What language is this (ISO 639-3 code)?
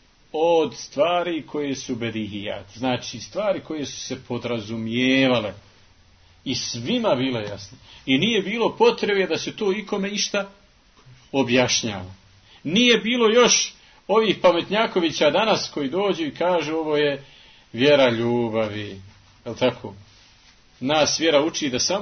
bos